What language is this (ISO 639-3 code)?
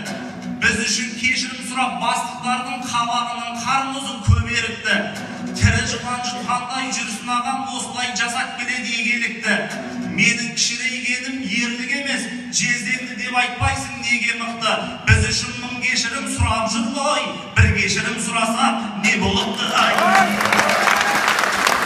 kaz